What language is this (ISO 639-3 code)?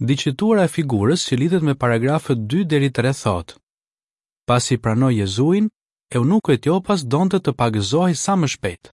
sqi